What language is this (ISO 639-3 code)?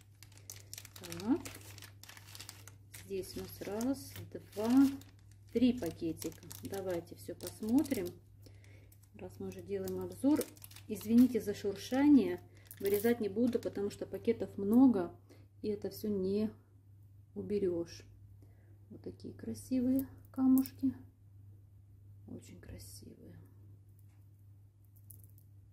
rus